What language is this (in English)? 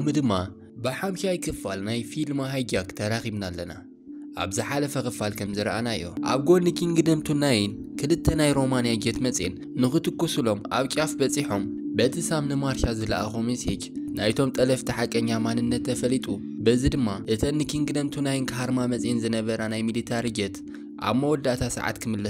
Tigrinya